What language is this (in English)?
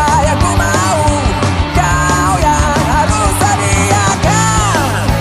Betawi